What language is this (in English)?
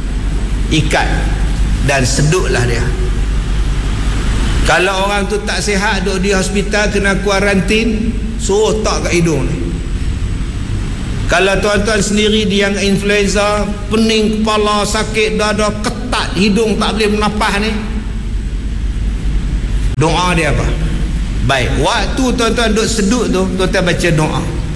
Malay